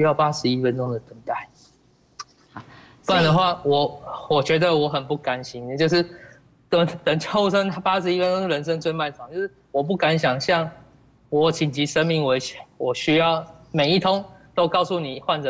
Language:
Chinese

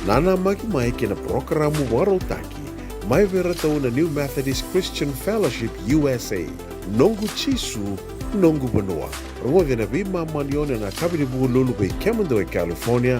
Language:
Fijian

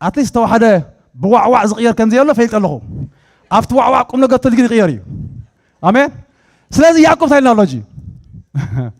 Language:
Tigrinya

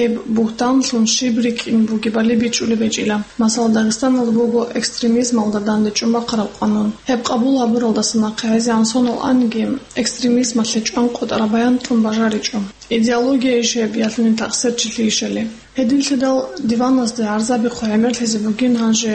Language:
Avaric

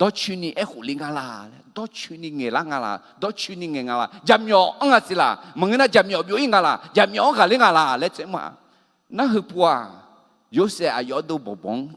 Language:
Akha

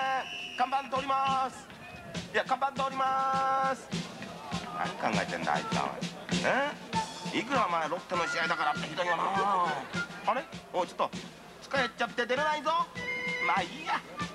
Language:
Japanese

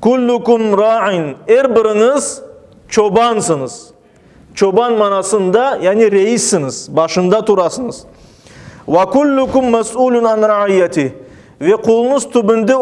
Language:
Crimean Tatar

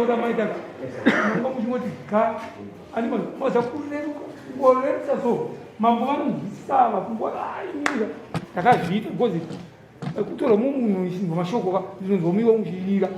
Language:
Shona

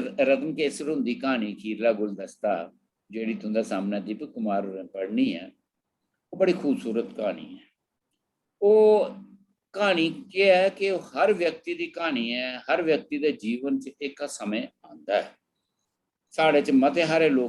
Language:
Dogri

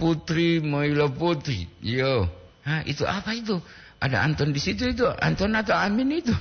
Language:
Gorontalo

